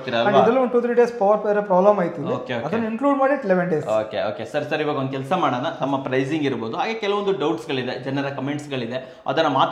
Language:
Kannada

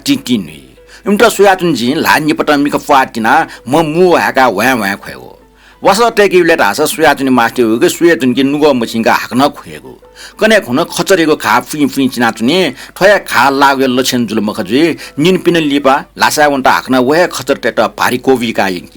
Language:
Newari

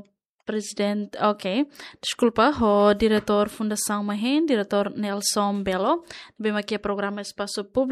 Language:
Tetum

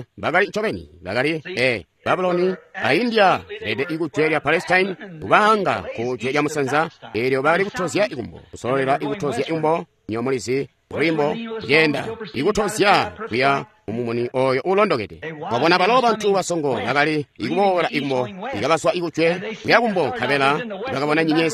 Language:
Tonga (Zambia)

